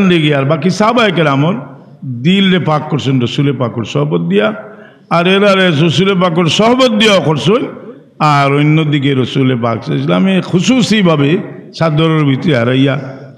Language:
Sylheti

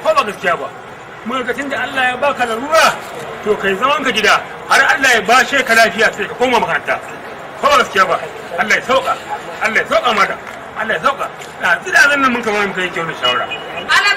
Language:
Hausa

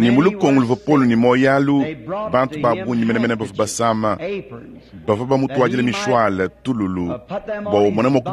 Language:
Luba-Lulua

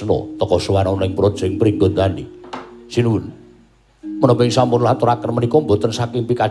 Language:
Javanese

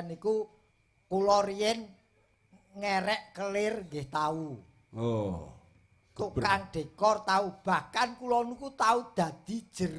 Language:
Javanese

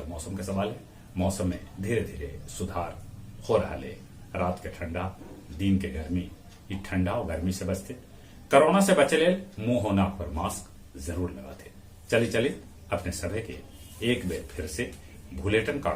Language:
Magahi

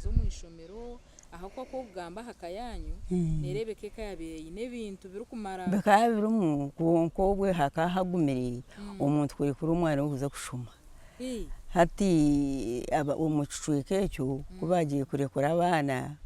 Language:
Nyankole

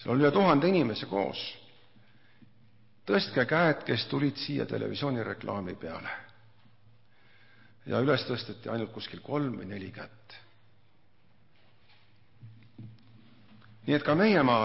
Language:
Estonian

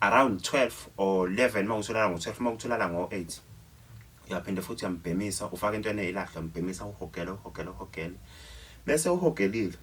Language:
Zulu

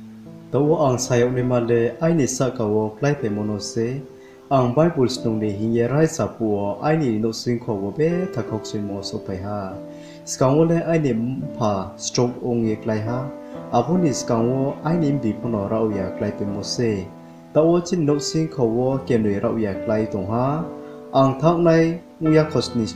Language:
Riang (India)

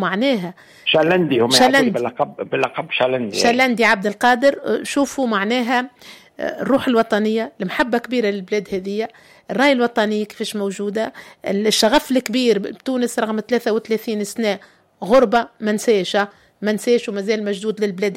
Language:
Tunisian Arabic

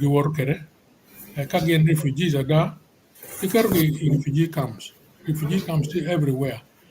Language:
Acoli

